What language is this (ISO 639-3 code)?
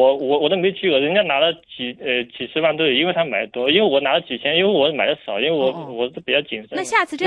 zho